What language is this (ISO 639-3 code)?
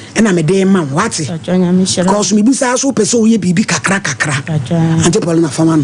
aka